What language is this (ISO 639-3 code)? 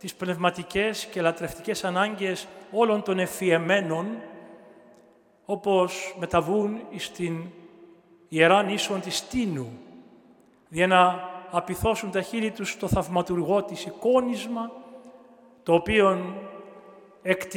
ell